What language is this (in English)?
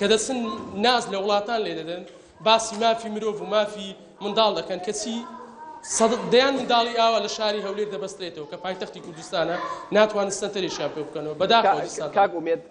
Central Kurdish